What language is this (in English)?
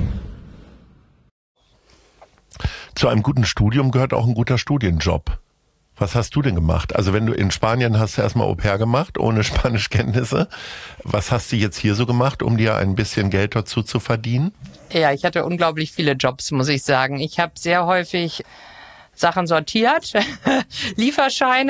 German